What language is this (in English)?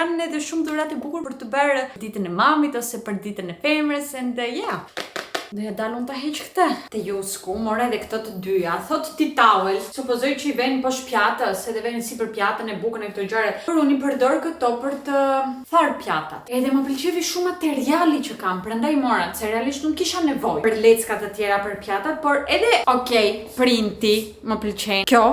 Albanian